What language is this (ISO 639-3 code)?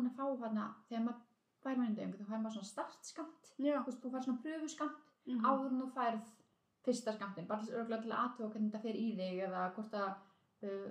isl